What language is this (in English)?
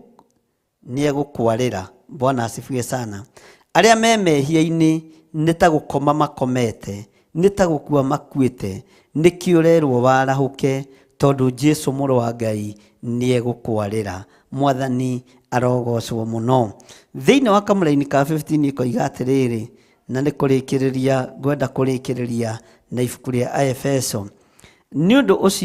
Kikuyu